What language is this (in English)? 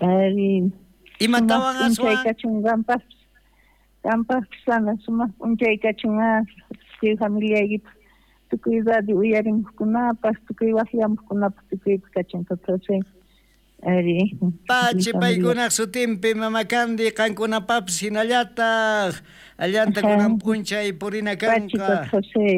South Bolivian Quechua